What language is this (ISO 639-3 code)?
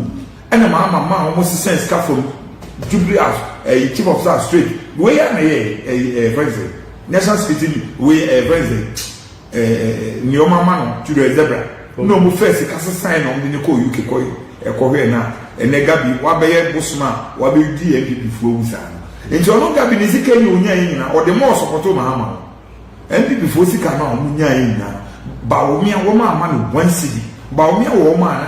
aka